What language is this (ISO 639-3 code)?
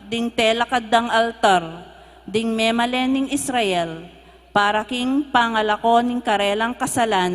pam